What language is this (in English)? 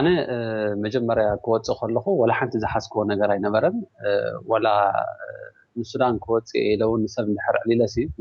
Tigrinya